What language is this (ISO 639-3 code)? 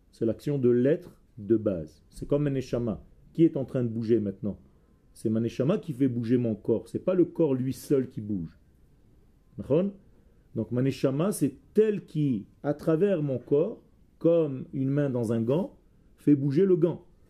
fra